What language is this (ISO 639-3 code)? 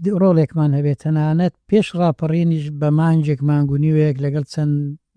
ckb